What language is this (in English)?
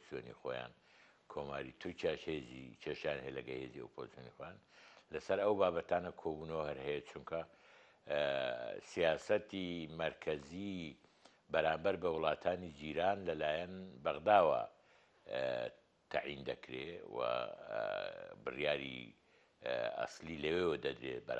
Central Kurdish